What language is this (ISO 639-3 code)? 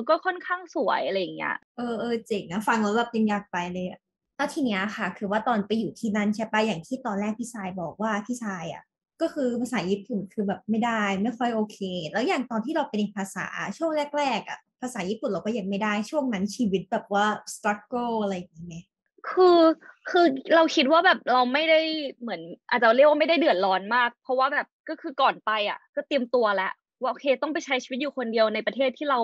tha